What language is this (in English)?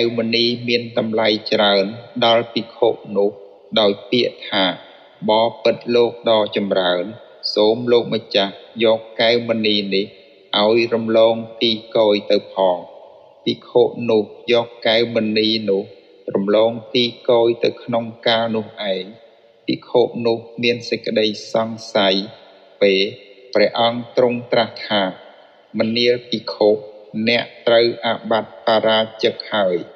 Khmer